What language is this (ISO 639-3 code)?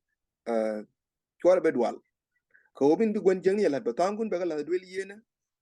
nus